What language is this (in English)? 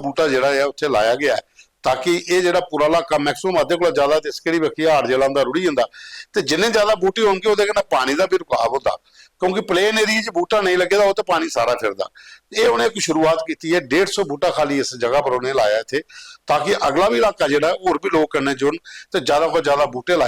Dogri